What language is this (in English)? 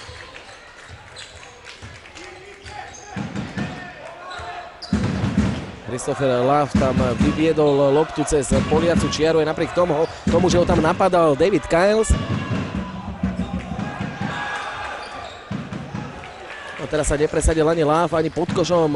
Slovak